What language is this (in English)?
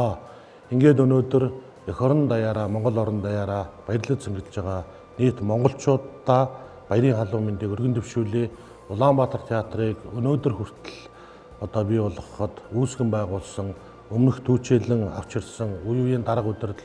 Mongolian